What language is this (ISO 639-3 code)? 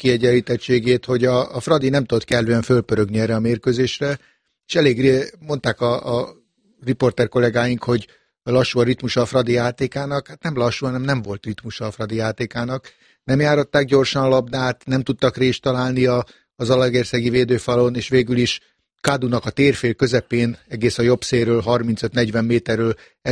hun